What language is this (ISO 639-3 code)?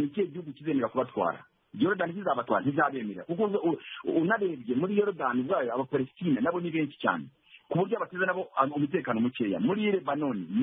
kin